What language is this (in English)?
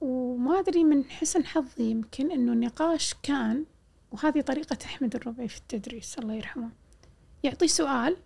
Gulf Arabic